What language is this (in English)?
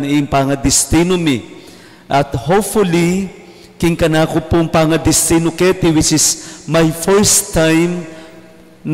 Pampanga